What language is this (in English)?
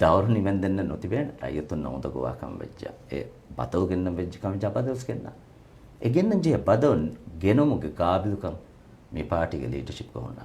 Divehi